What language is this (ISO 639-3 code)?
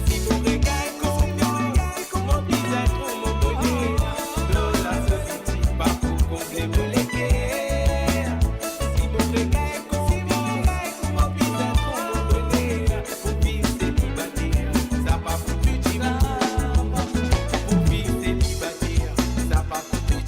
mfe